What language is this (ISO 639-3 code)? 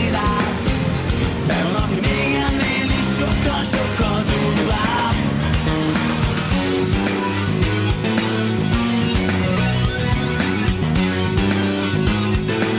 hun